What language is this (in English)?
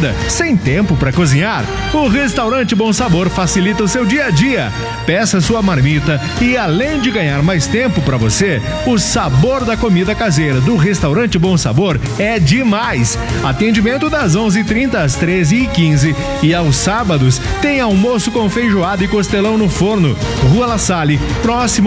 Portuguese